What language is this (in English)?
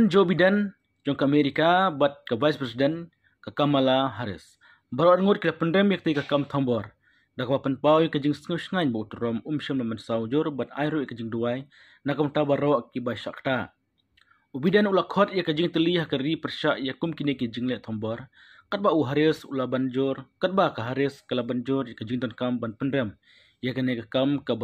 Khasi